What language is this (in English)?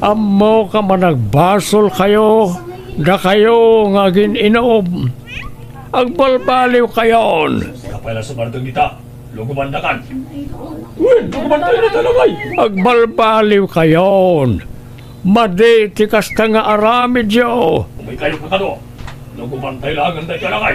Iloko